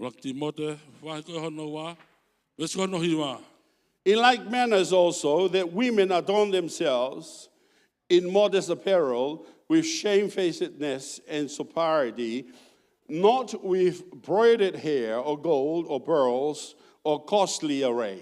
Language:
Tongan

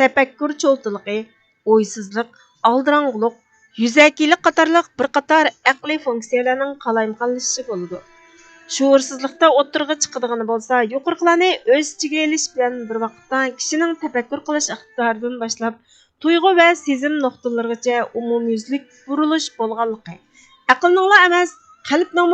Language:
Uyghur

